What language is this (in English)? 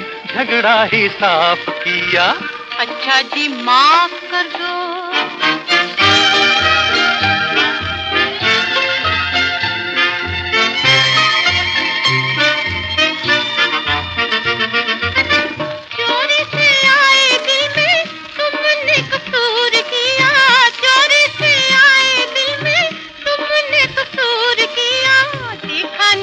Hindi